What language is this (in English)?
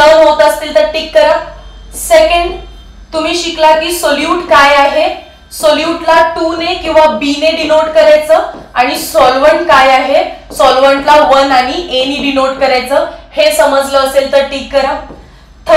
Marathi